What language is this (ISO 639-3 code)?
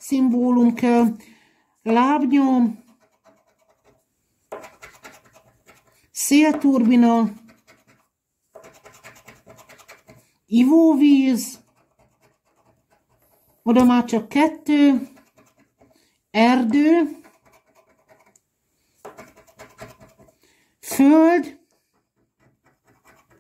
hun